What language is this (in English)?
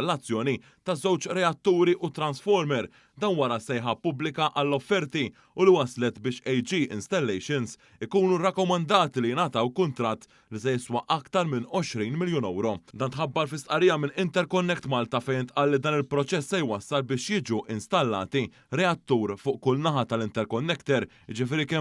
Maltese